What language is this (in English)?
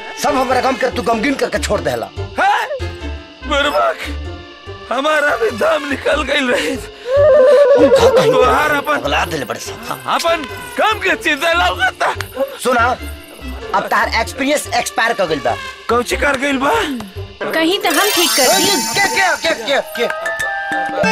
Bhojpuri